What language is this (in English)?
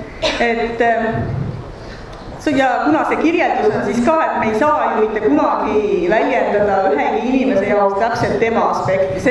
Estonian